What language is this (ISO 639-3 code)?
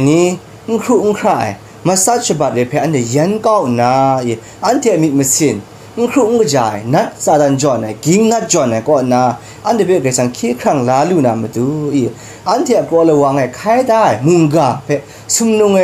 kac